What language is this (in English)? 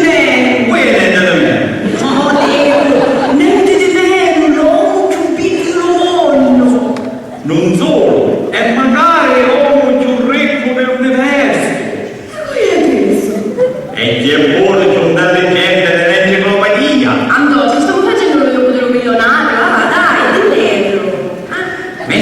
Sicilian